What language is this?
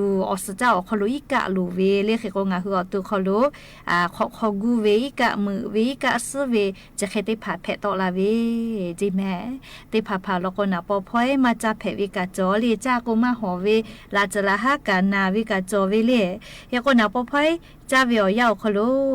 Lahu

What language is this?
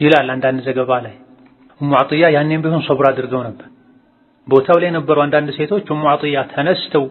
Amharic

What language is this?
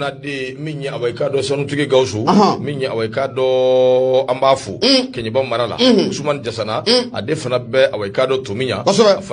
Bambara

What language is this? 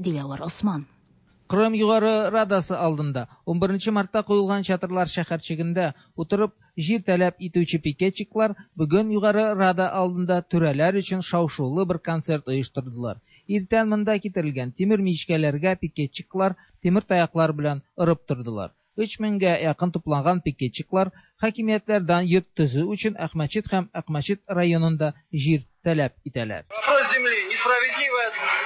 Tatar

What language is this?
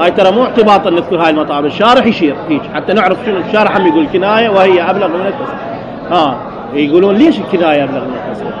Mesopotamian Arabic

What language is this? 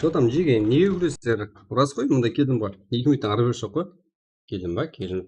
Kara-Kalpak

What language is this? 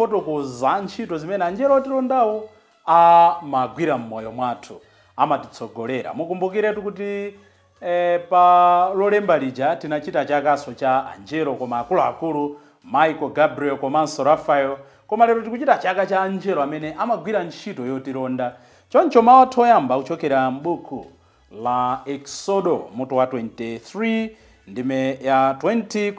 Nyanja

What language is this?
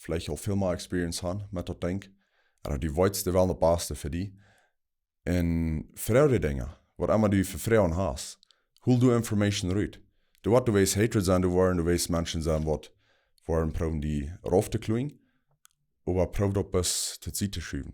Plautdietsch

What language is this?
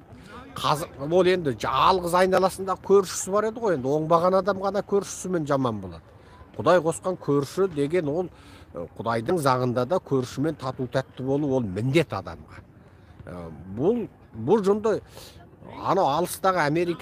Kazakh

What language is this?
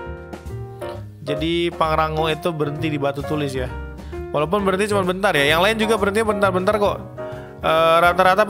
Indonesian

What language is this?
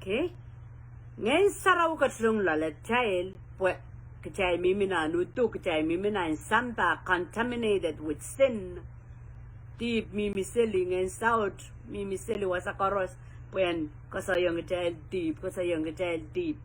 Pohnpeian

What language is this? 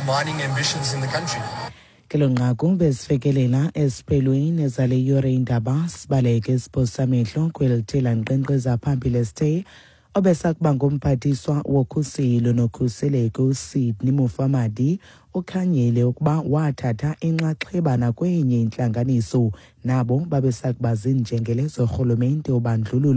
Xhosa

